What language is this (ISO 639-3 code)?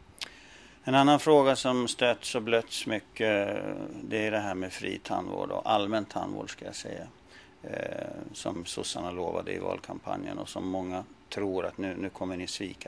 swe